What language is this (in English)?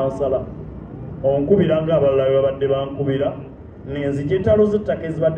Ganda